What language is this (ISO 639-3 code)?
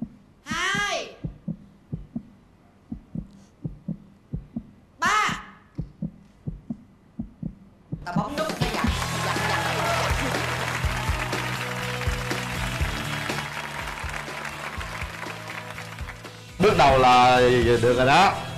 vie